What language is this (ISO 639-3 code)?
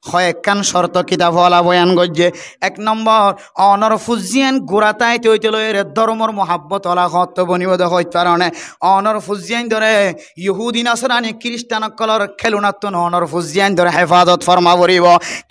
rhg